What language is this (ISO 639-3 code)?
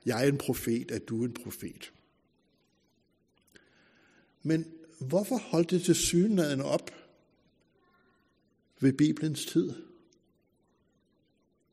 dan